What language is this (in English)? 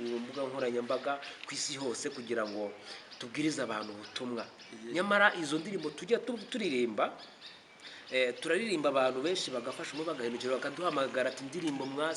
Kinyarwanda